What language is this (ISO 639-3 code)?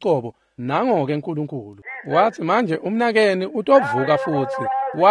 ssw